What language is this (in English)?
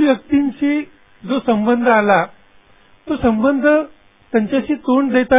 Marathi